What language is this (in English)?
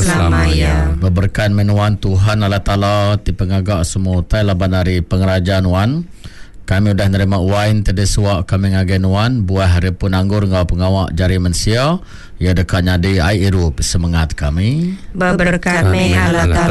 Iban